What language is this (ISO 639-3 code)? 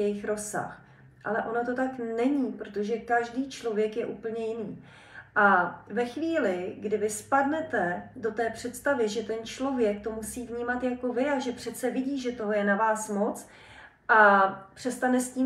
ces